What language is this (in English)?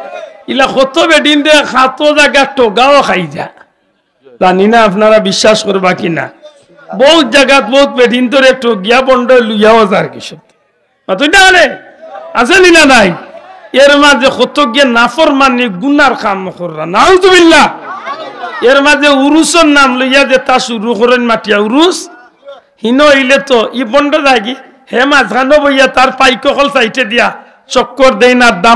Sylheti